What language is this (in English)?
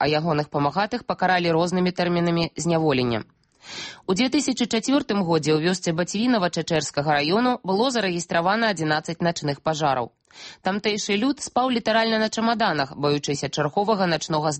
Belarusian